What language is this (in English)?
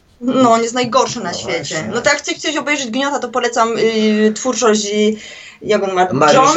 Polish